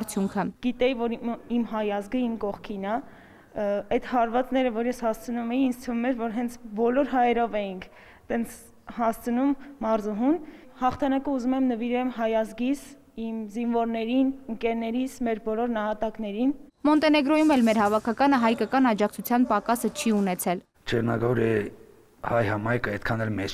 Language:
Armenian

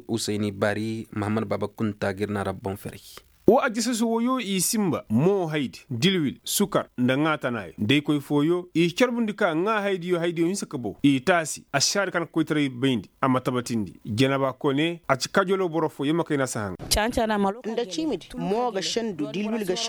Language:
Koyraboro Senni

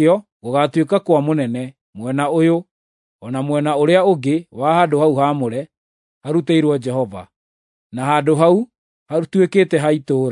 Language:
Kikuyu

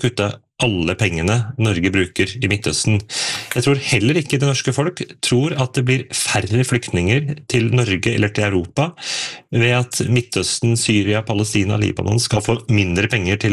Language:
Norwegian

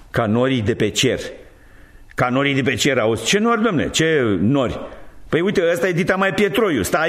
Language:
Romanian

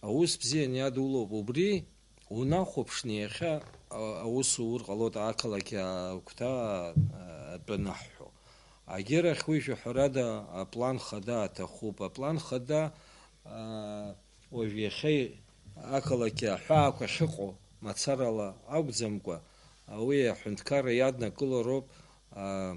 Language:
Abkhazian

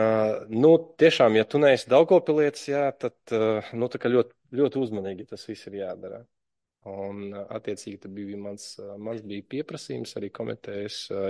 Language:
Latvian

